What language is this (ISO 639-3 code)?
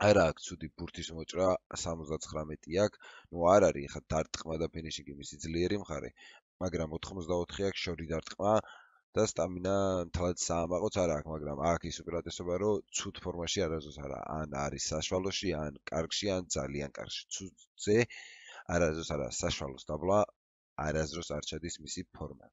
kat